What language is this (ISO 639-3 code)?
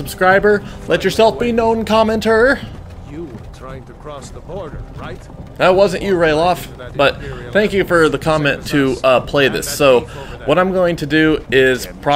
eng